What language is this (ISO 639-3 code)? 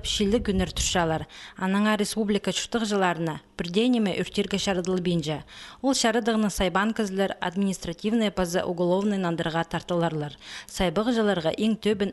kjh